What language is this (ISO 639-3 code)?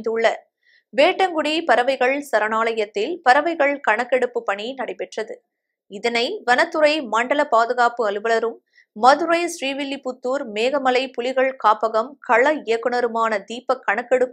tam